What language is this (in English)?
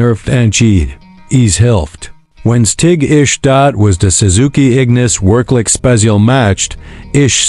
Swiss German